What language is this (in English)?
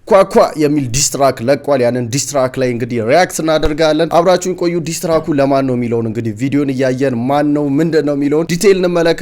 Amharic